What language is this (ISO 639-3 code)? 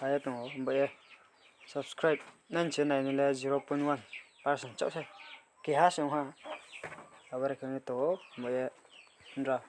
ria